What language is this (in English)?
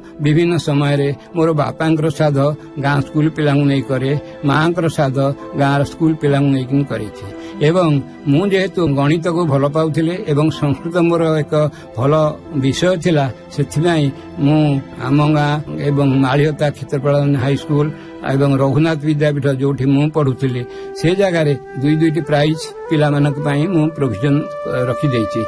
Odia